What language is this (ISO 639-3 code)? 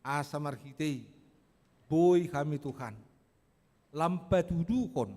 bbc